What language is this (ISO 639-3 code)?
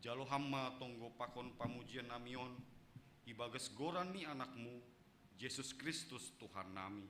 bts